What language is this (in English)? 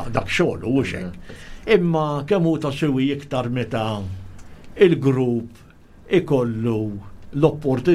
Maltese